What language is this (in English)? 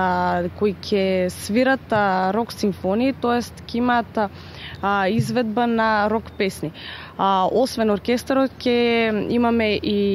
Macedonian